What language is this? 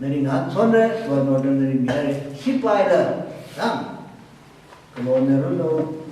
Tangkhul Naga (India)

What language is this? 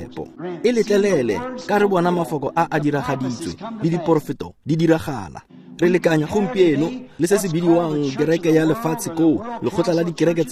Tswana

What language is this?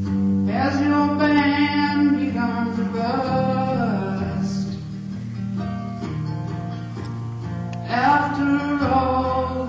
English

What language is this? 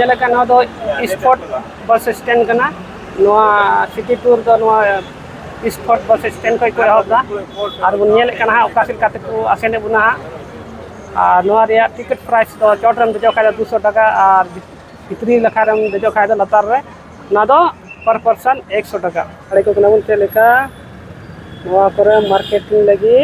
Santali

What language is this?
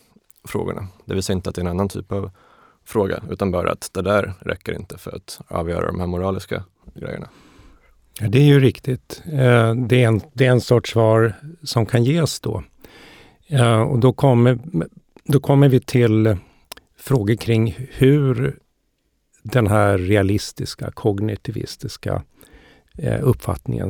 Swedish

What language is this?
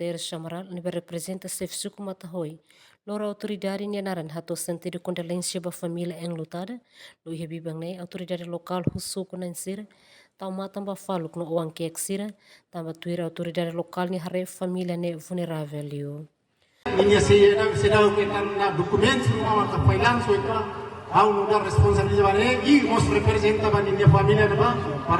Tetum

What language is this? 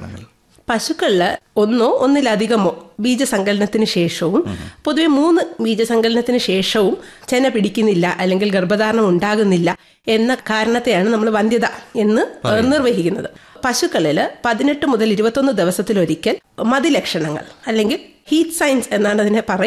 Malayalam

